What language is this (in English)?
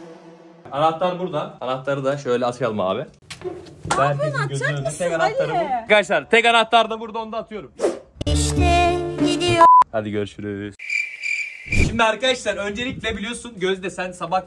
Turkish